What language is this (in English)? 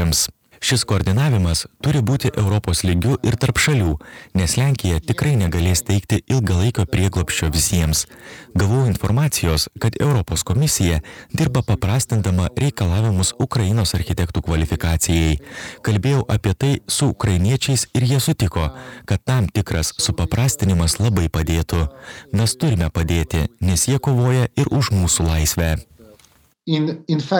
Lithuanian